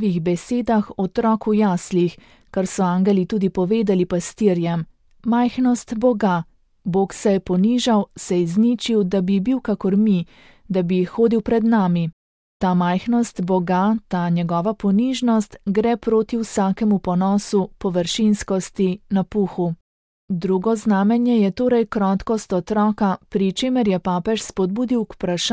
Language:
Slovenian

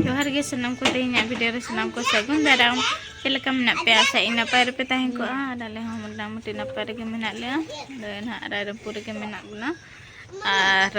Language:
Santali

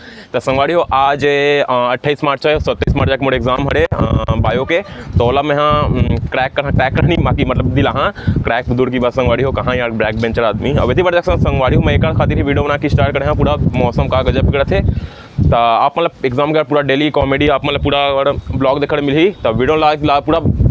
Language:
Chhattisgarhi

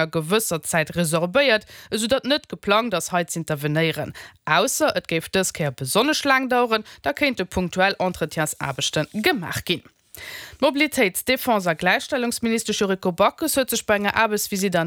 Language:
Luxembourgish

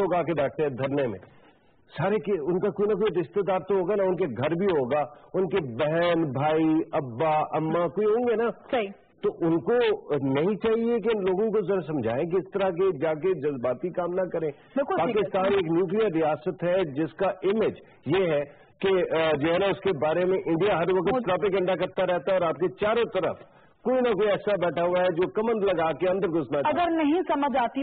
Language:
Urdu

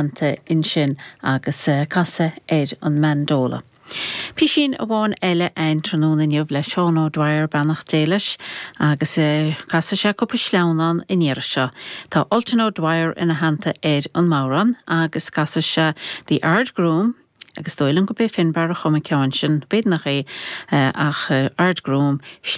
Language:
Irish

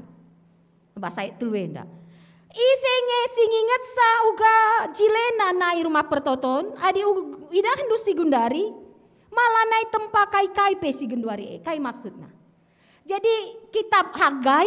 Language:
Batak Karo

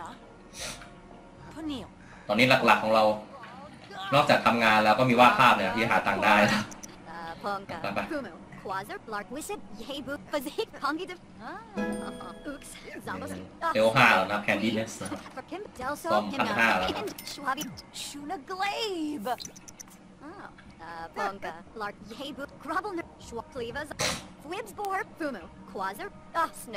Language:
Thai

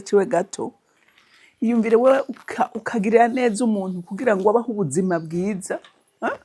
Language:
Rundi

